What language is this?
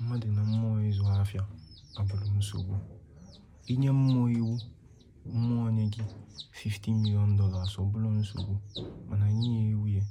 Igbo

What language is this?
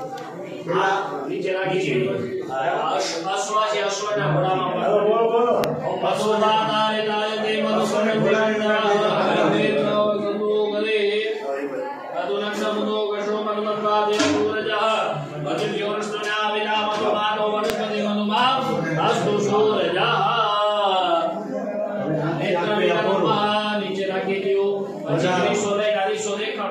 Gujarati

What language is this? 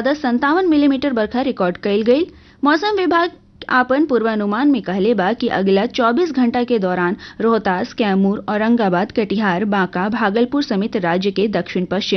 Bhojpuri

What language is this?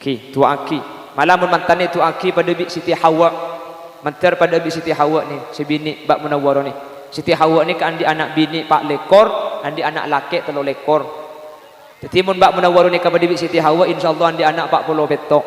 Madurese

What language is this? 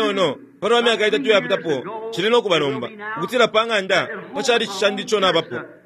Bemba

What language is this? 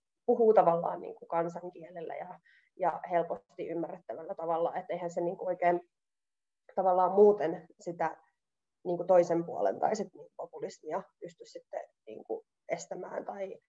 Finnish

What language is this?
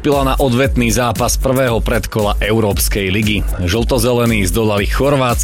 Slovak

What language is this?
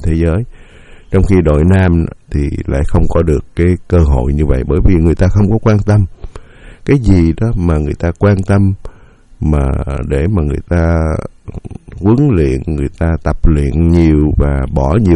Vietnamese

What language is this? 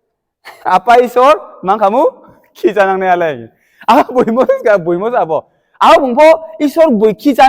Riang (India)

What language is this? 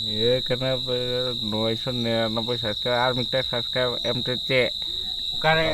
Santali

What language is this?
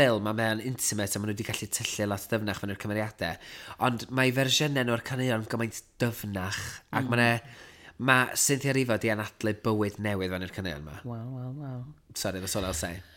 Welsh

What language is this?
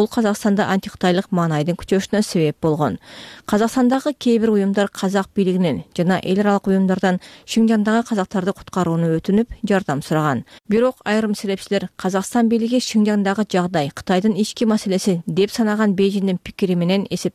Kyrgyz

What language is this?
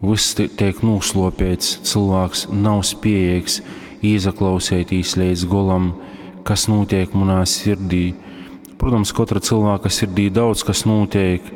Latgalian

